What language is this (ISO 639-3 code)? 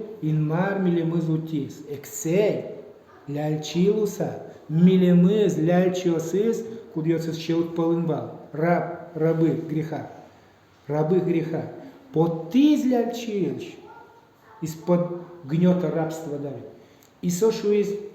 udm